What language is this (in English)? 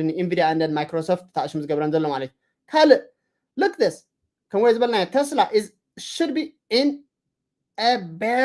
Tigrinya